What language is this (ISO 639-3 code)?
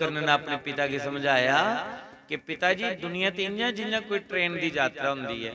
doi